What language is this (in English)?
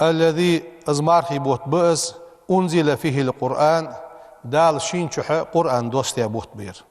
Ingush